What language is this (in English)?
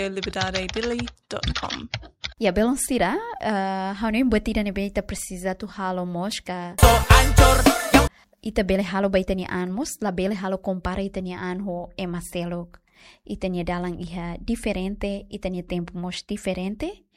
Tetum